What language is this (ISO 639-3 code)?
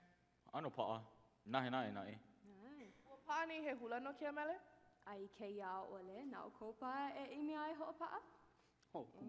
haw